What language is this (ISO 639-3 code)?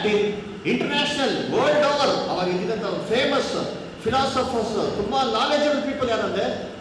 kan